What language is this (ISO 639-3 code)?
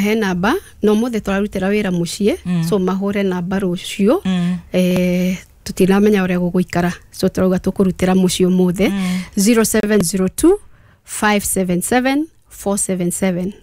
kik